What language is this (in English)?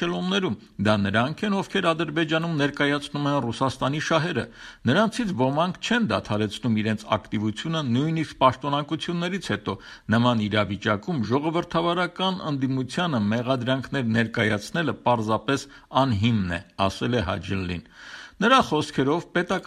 Armenian